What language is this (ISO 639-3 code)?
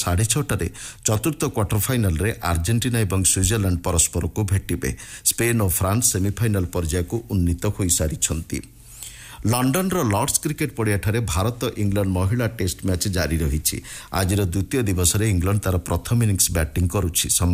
ori